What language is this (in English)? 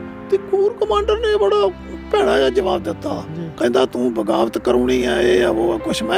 Punjabi